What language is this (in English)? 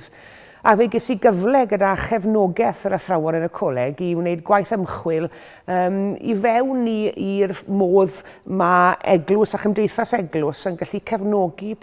Welsh